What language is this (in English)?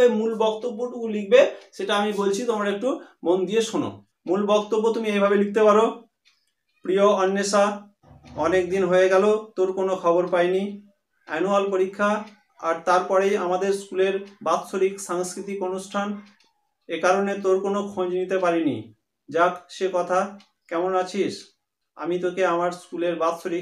Bangla